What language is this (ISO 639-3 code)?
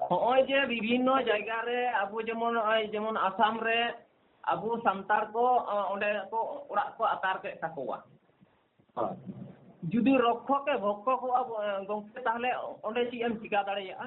sat